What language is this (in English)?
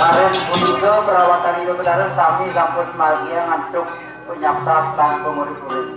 Balinese